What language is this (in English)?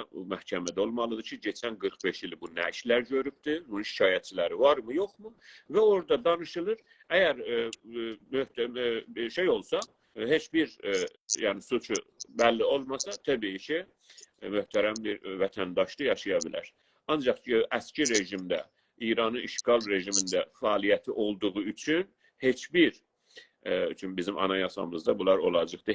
South Azerbaijani